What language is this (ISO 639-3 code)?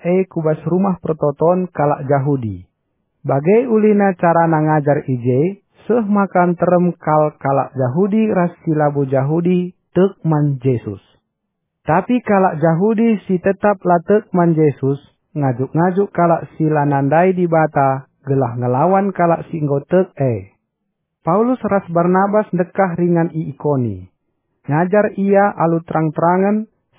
btx